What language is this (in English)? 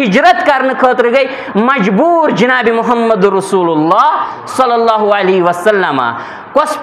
Kashmiri